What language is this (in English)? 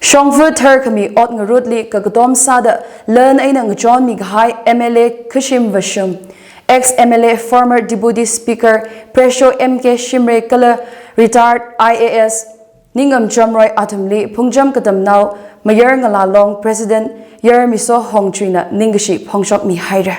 Tangkhul Naga (India)